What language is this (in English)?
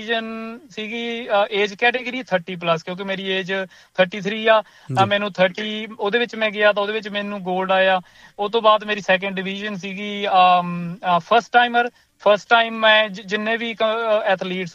Punjabi